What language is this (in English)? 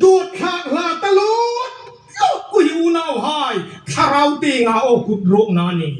Hmar